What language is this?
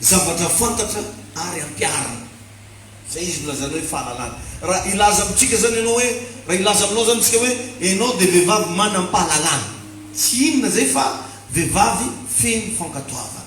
Malagasy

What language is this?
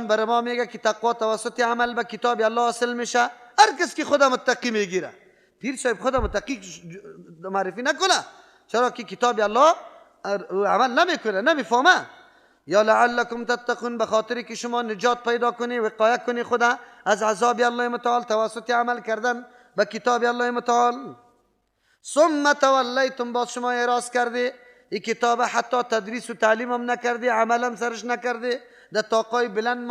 Persian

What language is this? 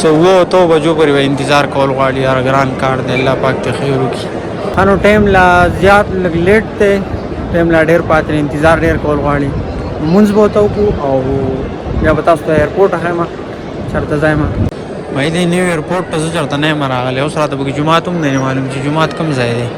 Pashto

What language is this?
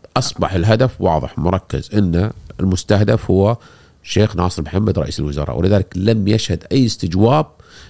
Gulf Arabic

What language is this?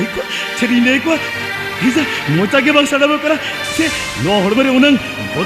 Santali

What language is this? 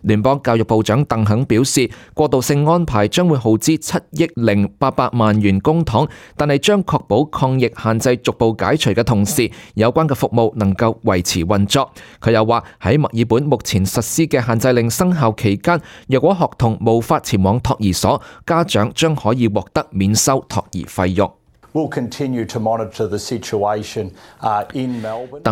Cantonese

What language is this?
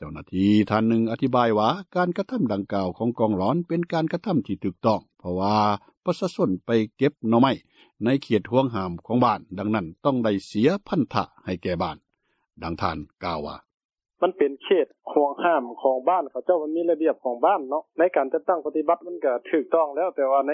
Lao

